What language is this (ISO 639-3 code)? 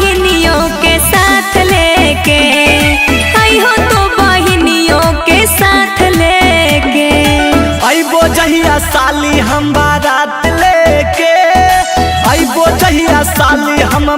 mag